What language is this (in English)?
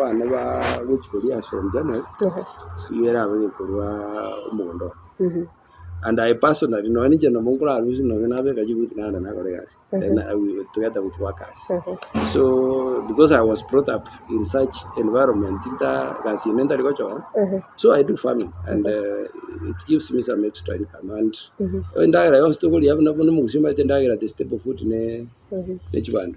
Gusii